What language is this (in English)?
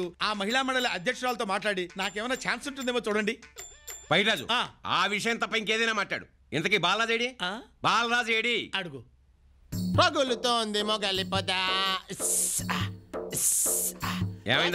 Telugu